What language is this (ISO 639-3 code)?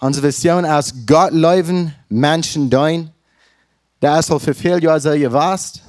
pdt